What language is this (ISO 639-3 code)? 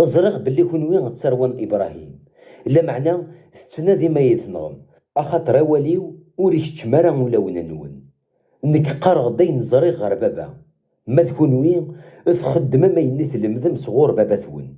kab